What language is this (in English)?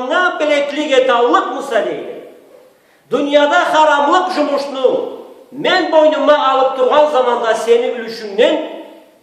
Karachay-Balkar